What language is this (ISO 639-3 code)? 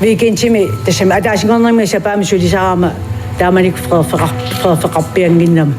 kal